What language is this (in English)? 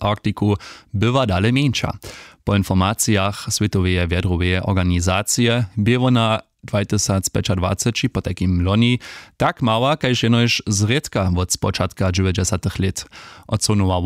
Upper Sorbian